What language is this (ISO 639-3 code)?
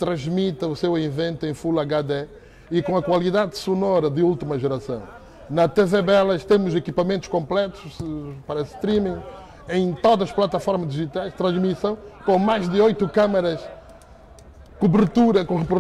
por